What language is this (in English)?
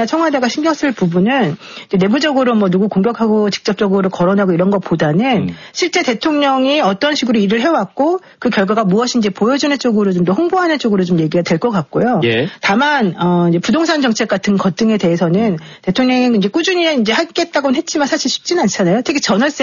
Korean